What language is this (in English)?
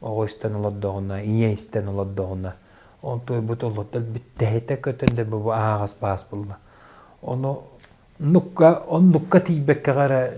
Yakut